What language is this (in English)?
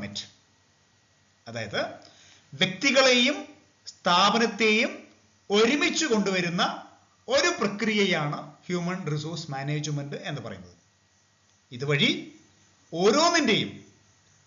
Malayalam